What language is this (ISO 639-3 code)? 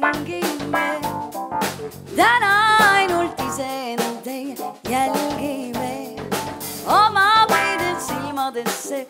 est